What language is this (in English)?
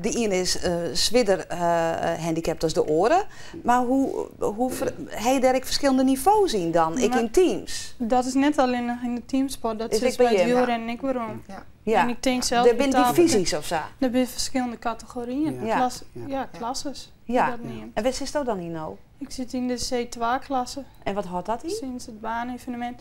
Western Frisian